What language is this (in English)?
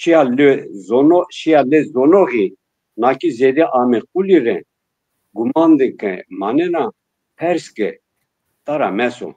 Zaza